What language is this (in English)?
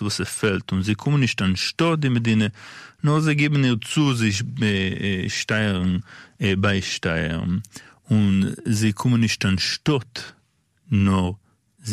Yiddish